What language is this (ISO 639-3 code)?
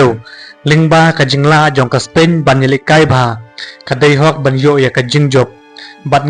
kha